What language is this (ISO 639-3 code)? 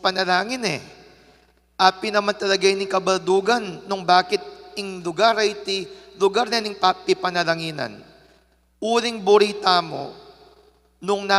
pam